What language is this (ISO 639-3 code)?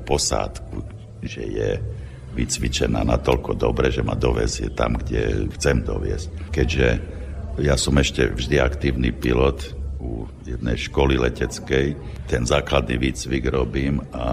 slk